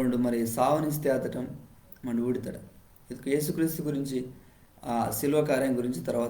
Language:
Koya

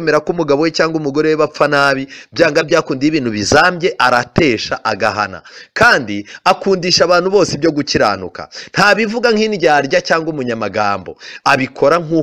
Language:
Kinyarwanda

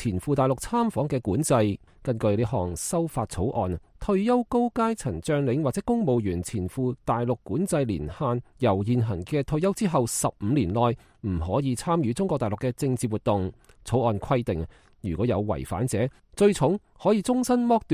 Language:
Cantonese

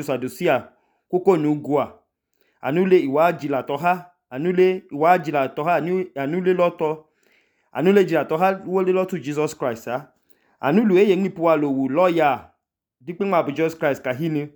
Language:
Idoma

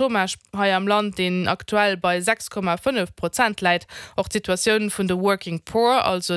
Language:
Luxembourgish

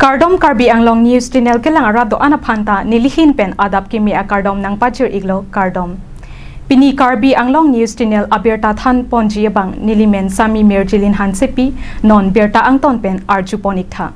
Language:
Karbi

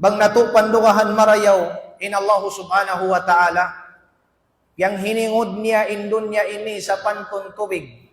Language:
Tausug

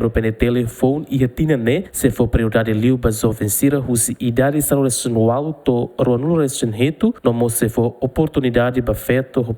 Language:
Tetum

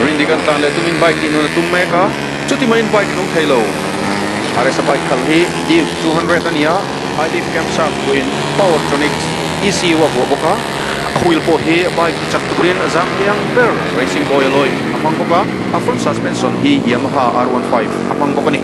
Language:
Mizo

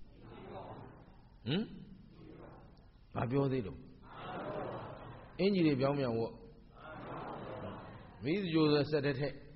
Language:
Burmese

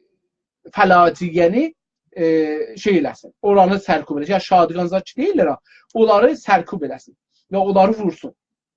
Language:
South Azerbaijani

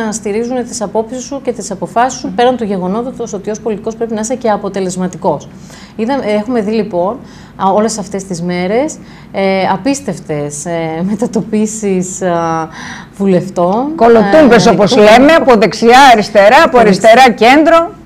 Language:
Greek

